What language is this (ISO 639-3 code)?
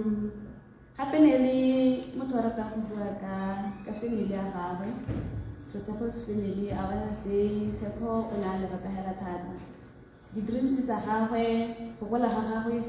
tsn